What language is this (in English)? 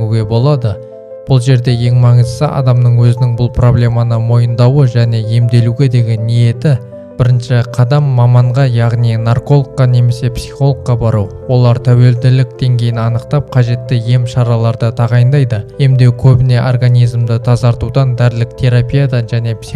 Kazakh